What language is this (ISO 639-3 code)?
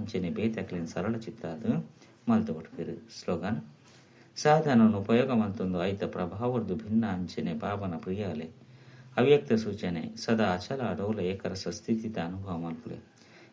tcy